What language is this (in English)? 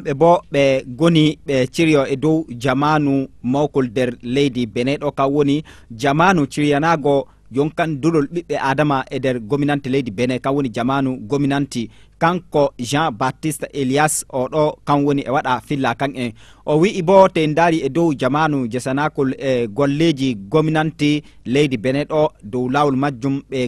Fula